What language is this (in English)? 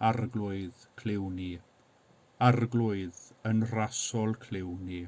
Welsh